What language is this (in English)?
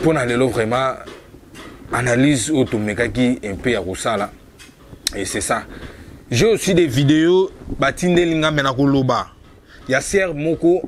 Lingala